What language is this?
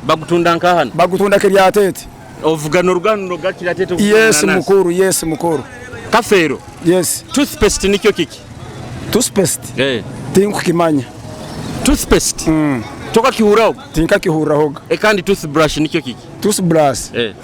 Nyoro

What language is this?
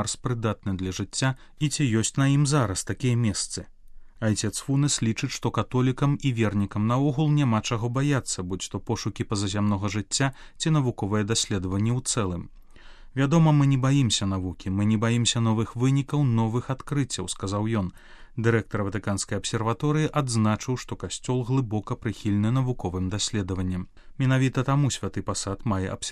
Belarusian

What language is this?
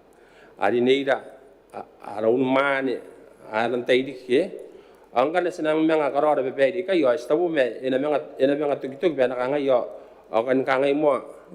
Gilbertese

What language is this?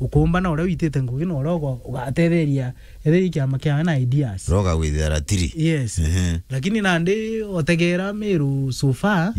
Meru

